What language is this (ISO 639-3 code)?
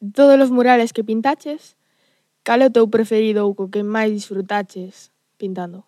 glg